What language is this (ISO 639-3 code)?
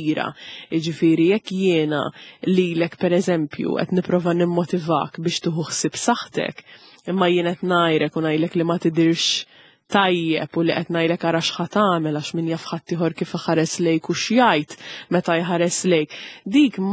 mlt